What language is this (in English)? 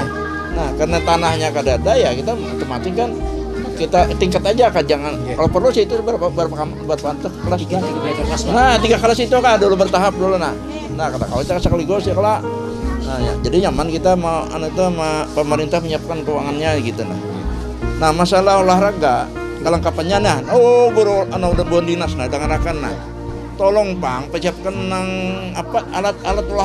Banjar